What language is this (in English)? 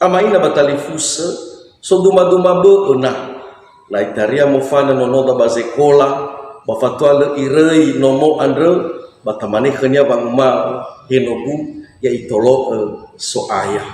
Nias